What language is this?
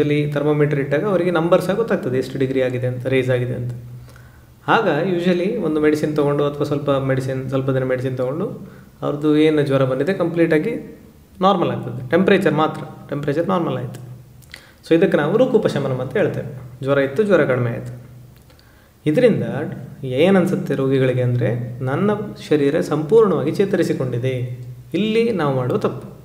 Kannada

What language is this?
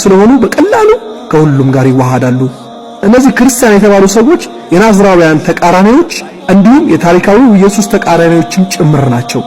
Amharic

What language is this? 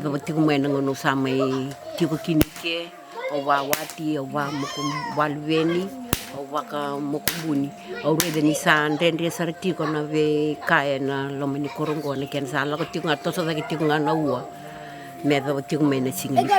Fijian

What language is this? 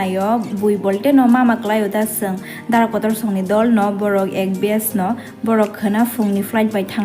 Kok Borok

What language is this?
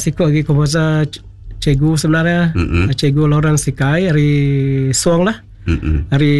Iban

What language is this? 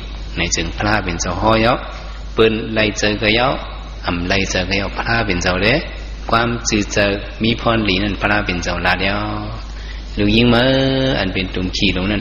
Shan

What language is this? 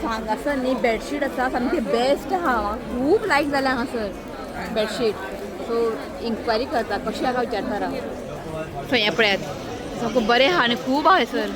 Konkani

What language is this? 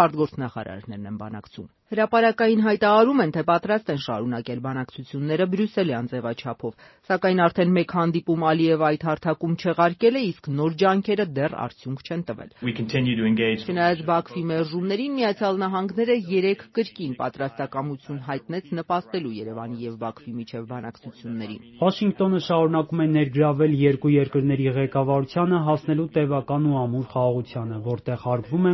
Armenian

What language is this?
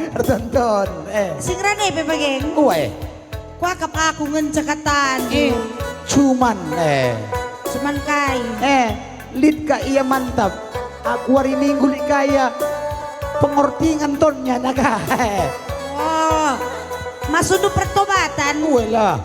Batak Karo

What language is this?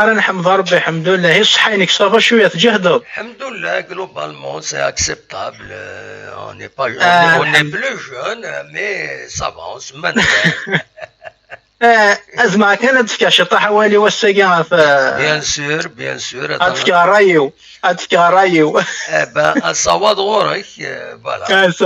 Kabyle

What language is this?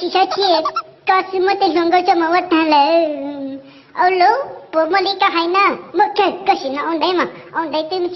Hmong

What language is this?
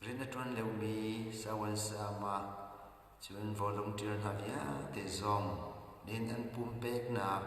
Hakha Chin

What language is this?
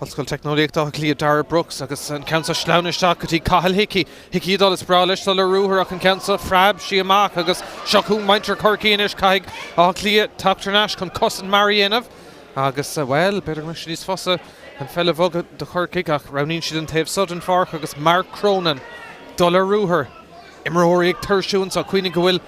Irish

